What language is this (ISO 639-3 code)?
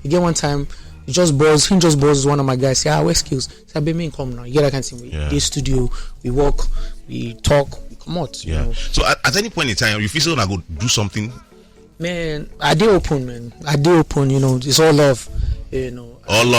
pcm